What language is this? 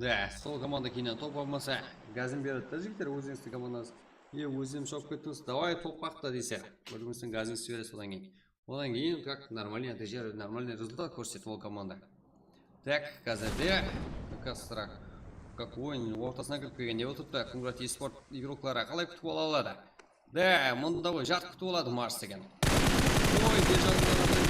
Kara-Kalpak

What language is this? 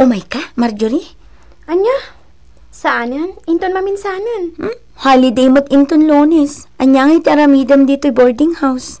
Iloko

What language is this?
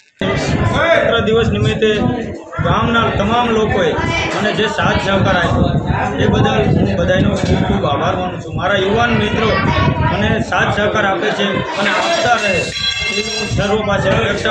Gujarati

